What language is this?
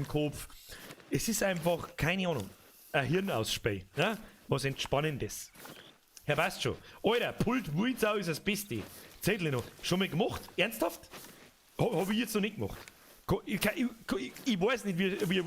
Bavarian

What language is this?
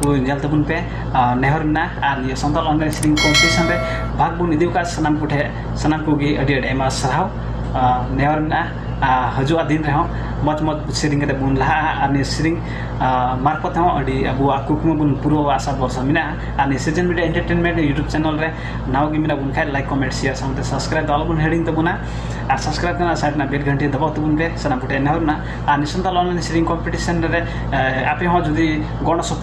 Santali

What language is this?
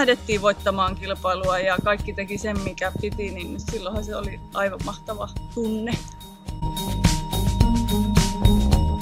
Finnish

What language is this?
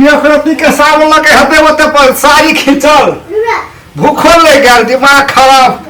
Maithili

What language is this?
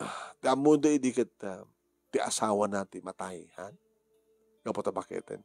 Iloko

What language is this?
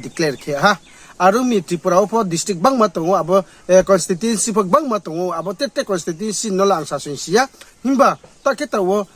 Riang (India)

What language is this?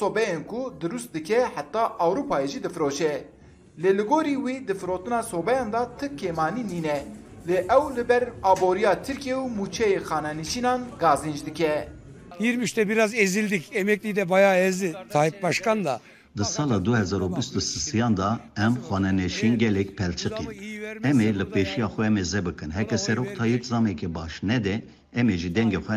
Kurdish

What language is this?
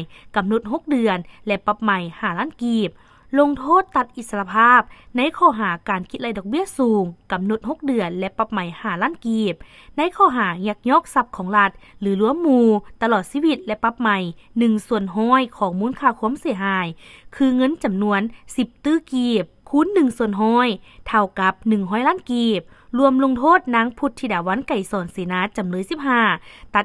Lao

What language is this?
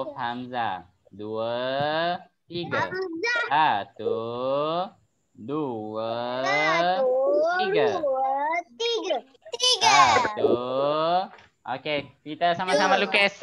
Malay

